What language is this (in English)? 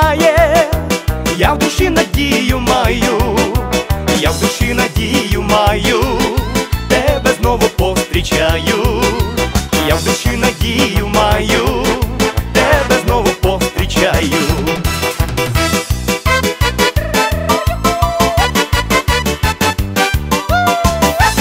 Ukrainian